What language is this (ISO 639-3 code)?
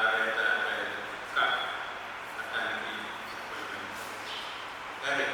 pon